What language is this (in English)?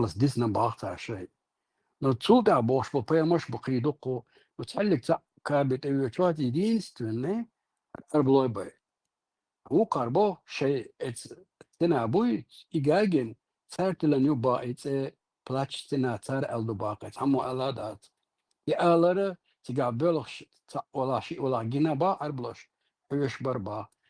Chechen